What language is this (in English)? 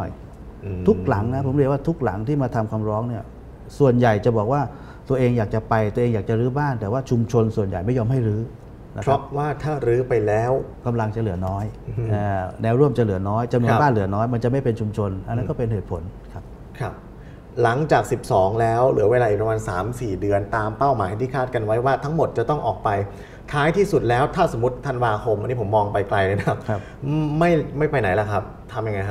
Thai